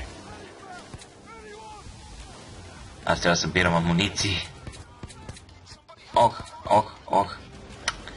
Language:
Bulgarian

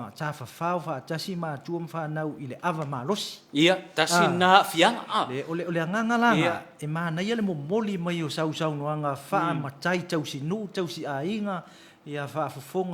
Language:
Samoan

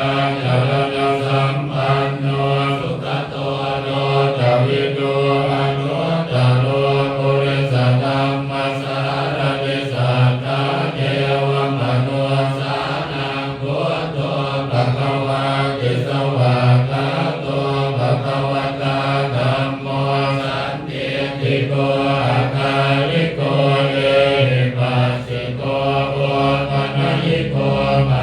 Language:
Pali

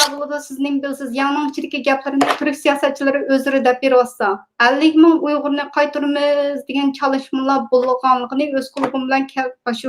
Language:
Uyghur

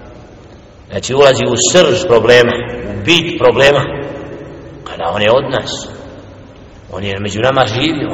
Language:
Bosnian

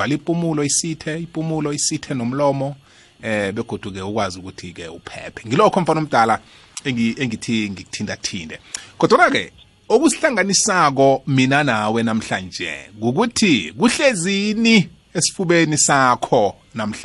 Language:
South Ndebele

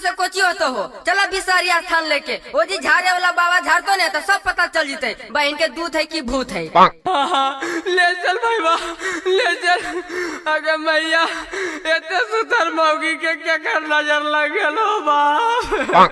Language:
Magahi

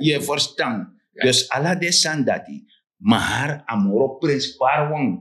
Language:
Sranan Tongo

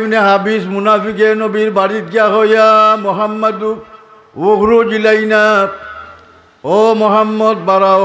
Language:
Sylheti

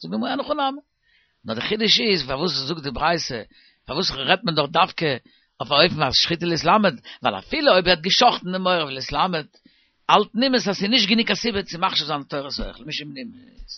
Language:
Yiddish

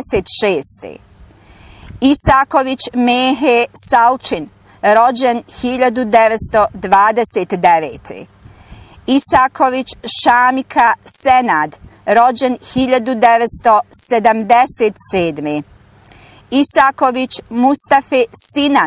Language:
Bosnian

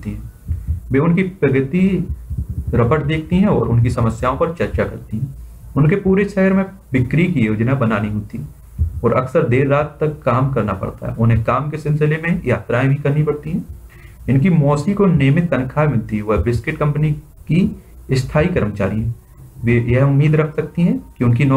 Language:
Hindi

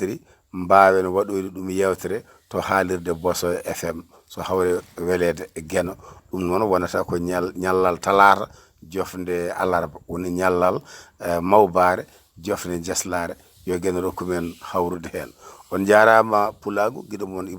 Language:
Fula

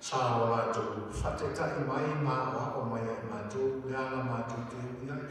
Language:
Samoan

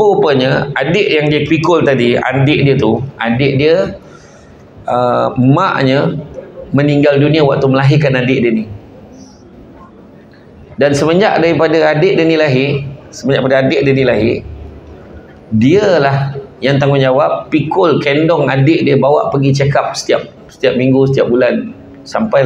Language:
Malay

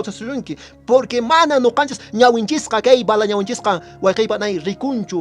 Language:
Quechua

